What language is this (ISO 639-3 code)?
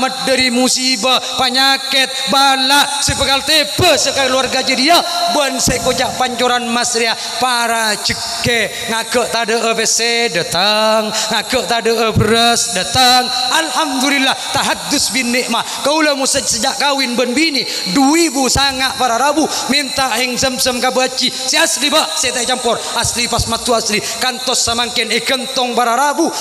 mad